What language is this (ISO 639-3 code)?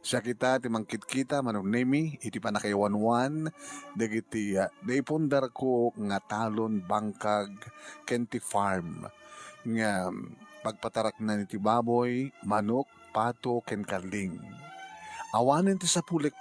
ilo